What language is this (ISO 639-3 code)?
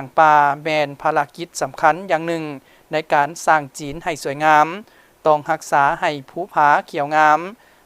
lao